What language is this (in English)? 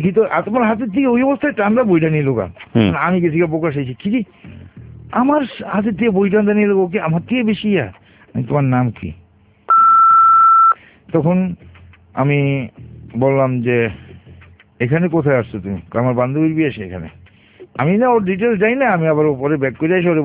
Bangla